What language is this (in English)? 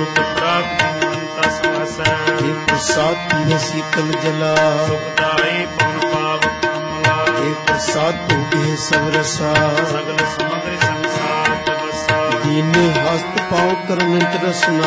Punjabi